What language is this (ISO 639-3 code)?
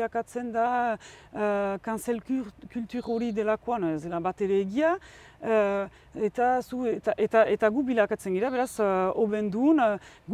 eus